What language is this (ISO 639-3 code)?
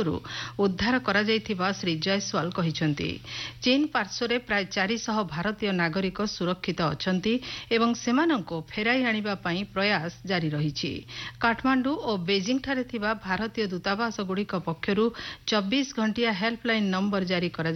ori